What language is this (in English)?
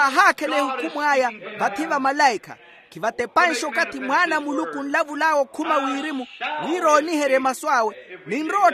Makhuwa